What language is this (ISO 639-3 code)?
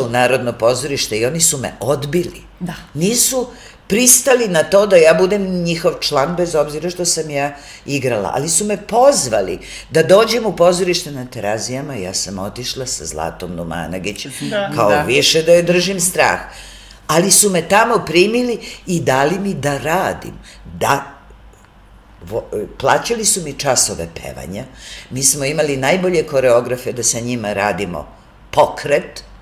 srp